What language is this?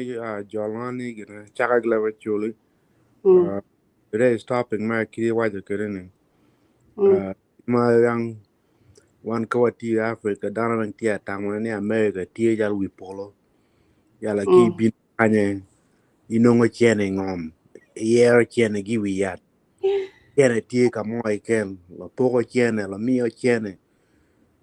Acoli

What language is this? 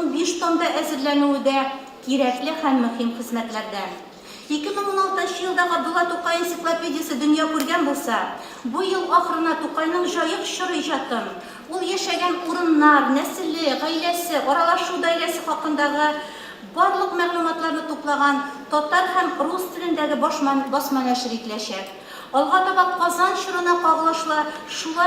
Tatar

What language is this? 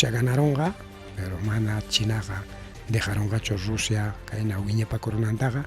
Ayacucho Quechua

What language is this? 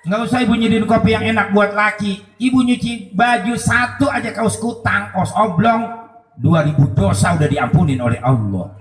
Betawi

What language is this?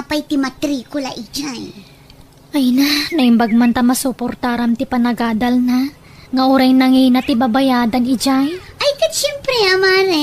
Iloko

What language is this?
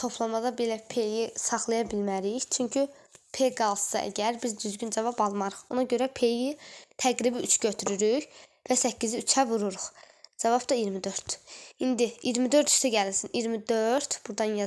Azerbaijani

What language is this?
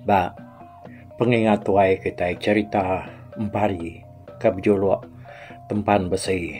Iban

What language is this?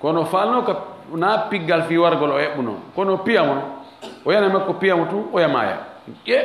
Fula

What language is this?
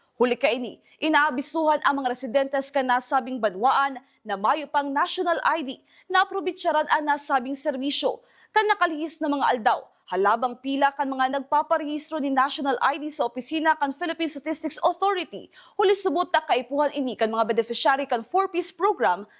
Bikol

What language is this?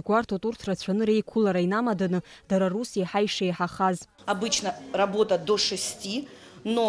Abkhazian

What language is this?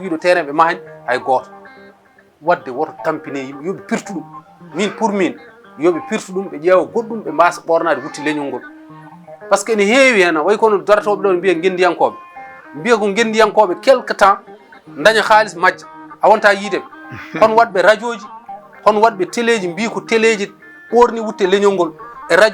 Fula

